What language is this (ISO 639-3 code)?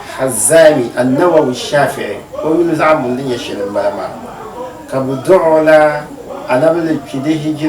dag